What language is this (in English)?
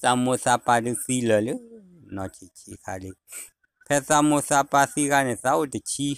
S'gaw Karen